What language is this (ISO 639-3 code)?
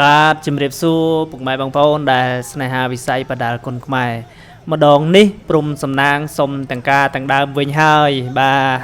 khm